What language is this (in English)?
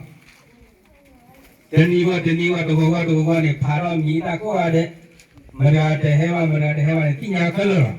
S'gaw Karen